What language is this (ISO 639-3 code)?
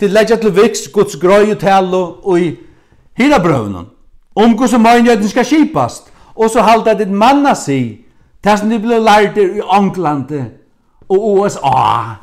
fao